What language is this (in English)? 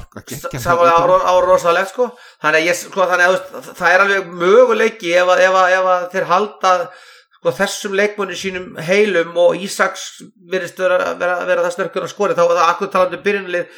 Icelandic